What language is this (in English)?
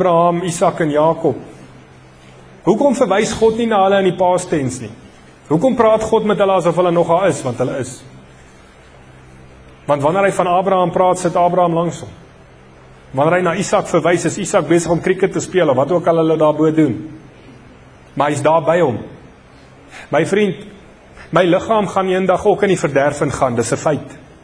Afrikaans